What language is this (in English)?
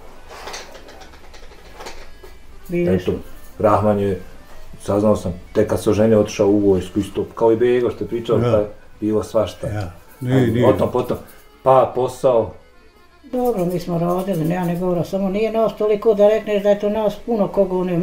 Bosnian